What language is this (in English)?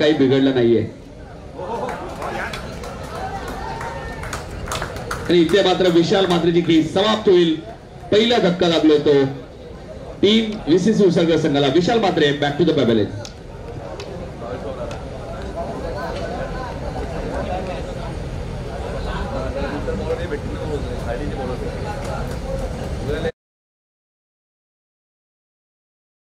Marathi